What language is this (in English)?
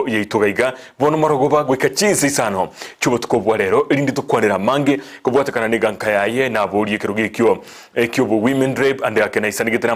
Gusii